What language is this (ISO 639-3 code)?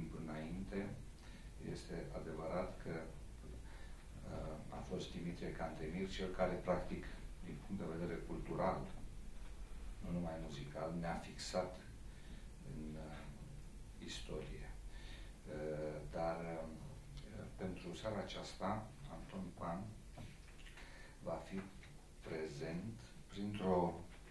ron